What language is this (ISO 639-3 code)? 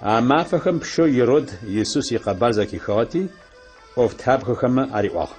ady